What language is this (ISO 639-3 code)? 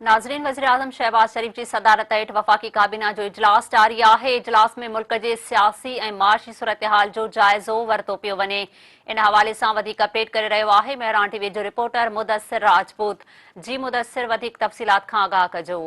snd